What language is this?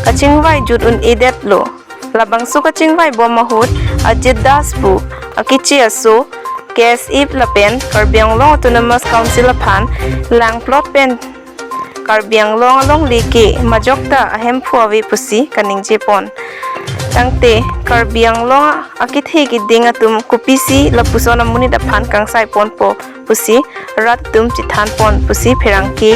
Karbi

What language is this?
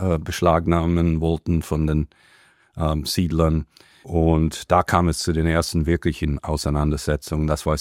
German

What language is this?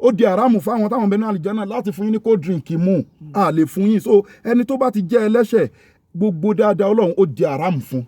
Yoruba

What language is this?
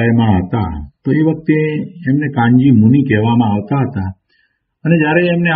Gujarati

